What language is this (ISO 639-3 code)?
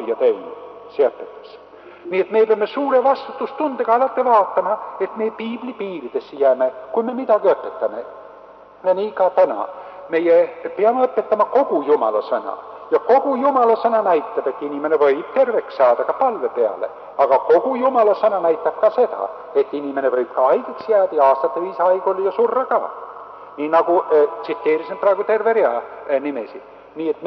est